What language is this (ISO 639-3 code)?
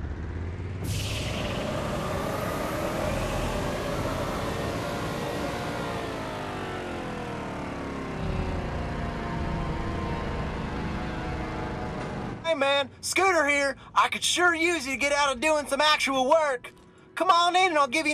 eng